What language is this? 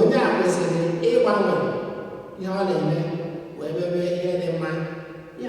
Igbo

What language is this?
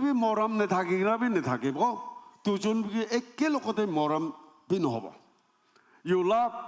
Naga Pidgin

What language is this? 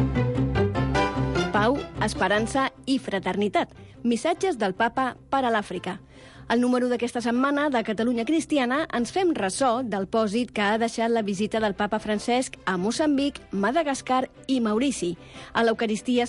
Catalan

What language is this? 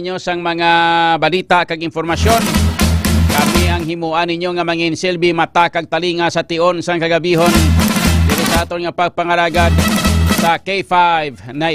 Hiligaynon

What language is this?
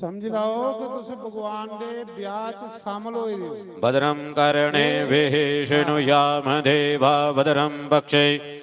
Dogri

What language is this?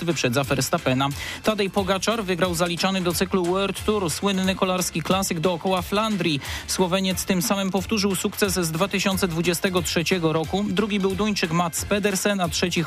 Polish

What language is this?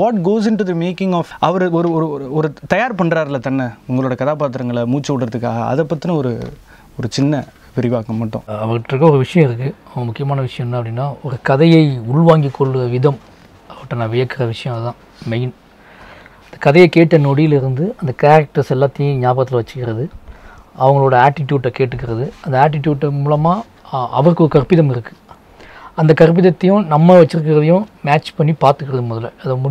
Tamil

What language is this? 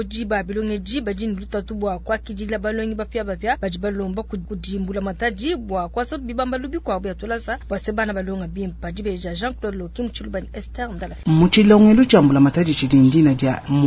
Luba-Lulua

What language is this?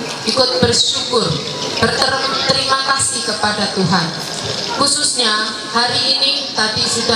Ma'anyan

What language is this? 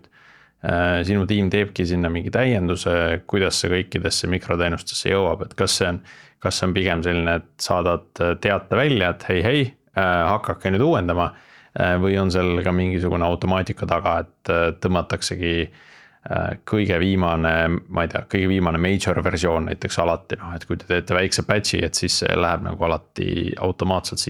Estonian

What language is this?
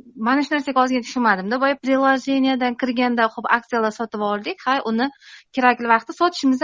Uzbek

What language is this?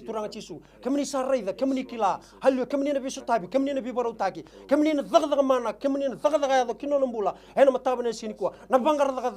Fijian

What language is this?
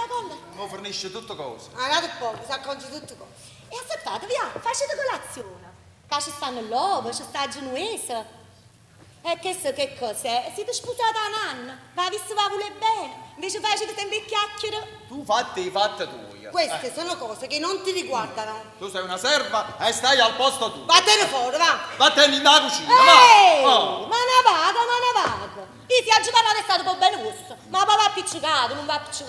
Neapolitan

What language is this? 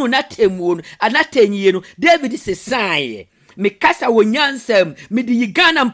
Akan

